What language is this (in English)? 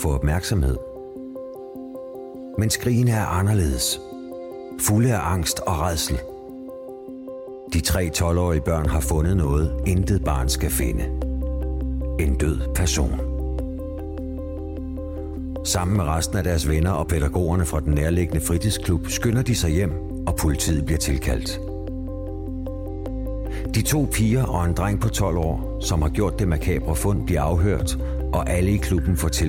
Danish